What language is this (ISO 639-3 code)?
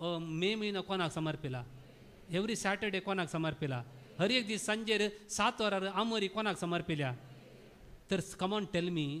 kok